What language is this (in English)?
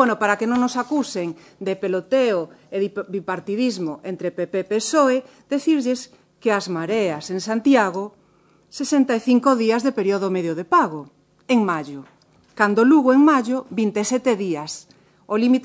Galician